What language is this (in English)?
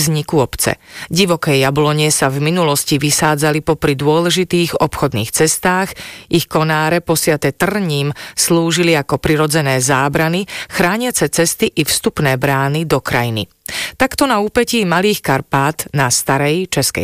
Slovak